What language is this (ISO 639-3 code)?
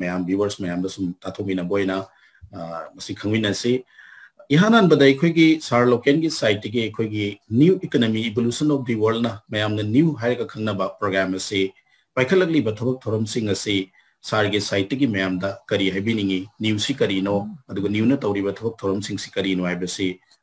mni